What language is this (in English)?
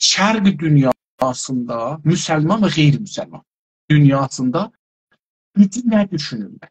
South Azerbaijani